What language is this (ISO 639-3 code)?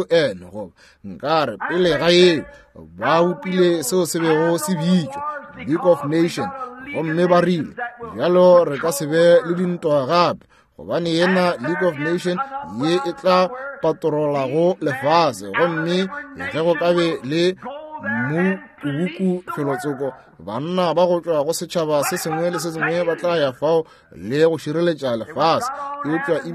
nso